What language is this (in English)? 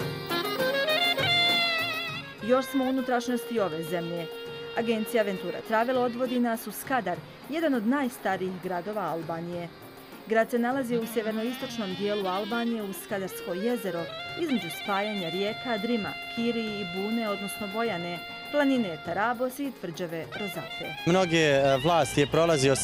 Bosnian